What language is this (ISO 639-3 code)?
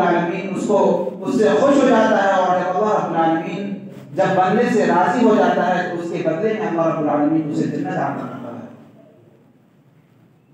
urd